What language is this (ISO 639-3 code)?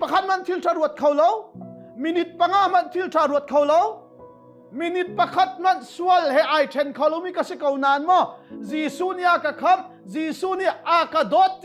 cnh